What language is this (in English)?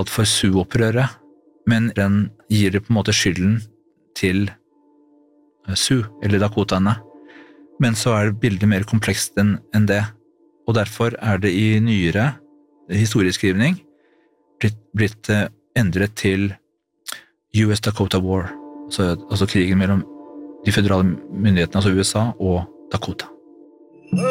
Norwegian